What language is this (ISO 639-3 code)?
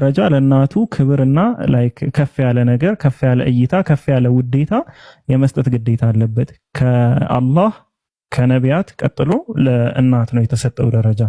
amh